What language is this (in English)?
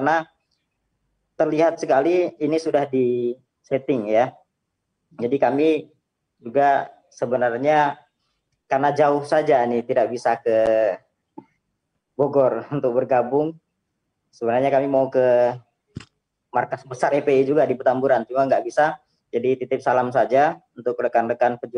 Indonesian